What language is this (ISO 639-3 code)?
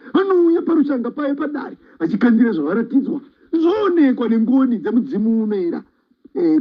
sna